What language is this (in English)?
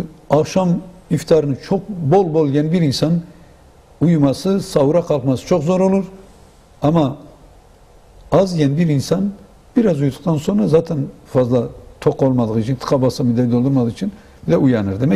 Turkish